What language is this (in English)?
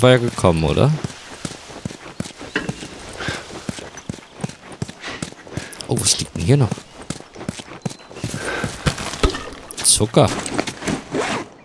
German